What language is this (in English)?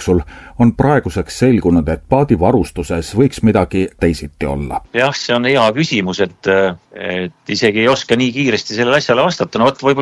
Estonian